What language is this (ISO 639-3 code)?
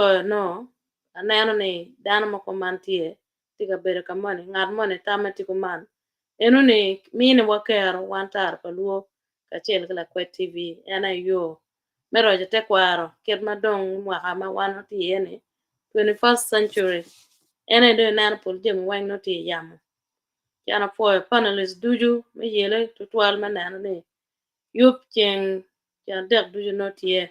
ach